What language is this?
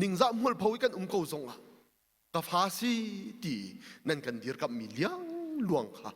Hakha Chin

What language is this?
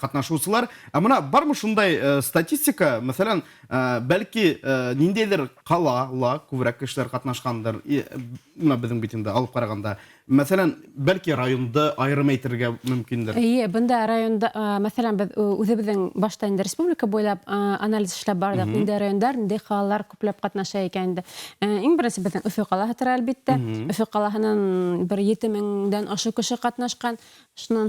Bashkir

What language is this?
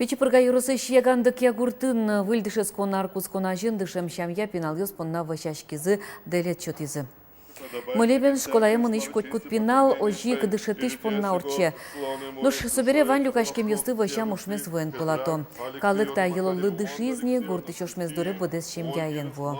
Udmurt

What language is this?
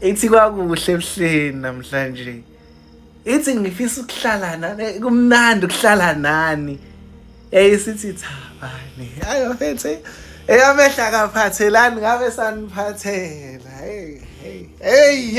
Zulu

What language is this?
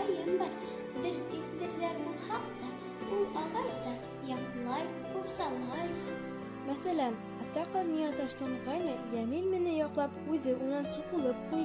Bashkir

